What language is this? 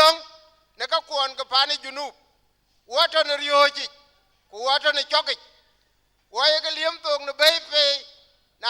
Dinka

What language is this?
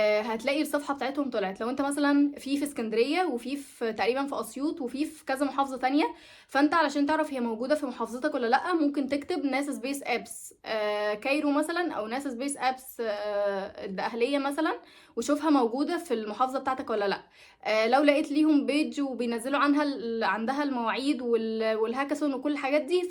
Egyptian Arabic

